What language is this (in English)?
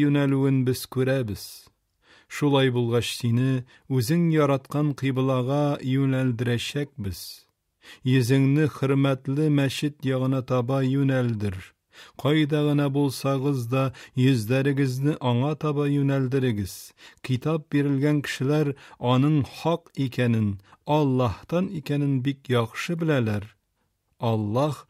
Tatar